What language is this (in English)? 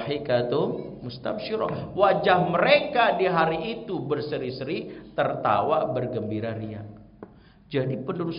Indonesian